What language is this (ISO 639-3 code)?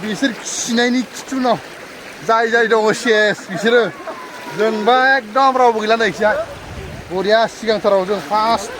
brx